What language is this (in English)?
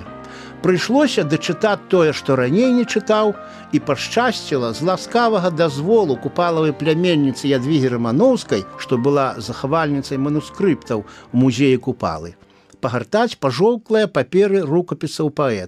Belarusian